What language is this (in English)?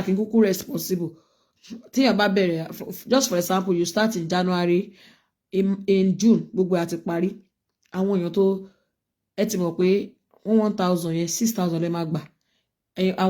Yoruba